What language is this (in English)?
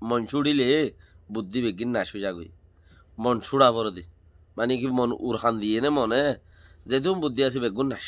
Rohingya